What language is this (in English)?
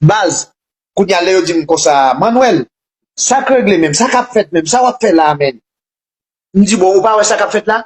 Haitian Creole